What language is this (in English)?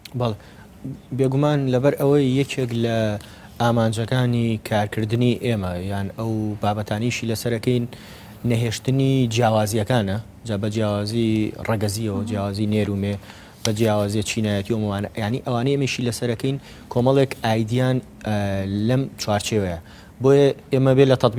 Central Kurdish